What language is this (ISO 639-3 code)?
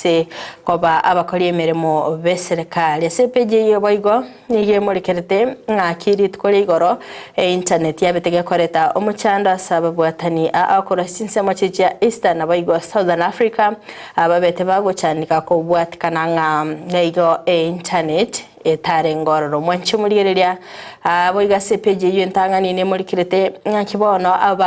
guz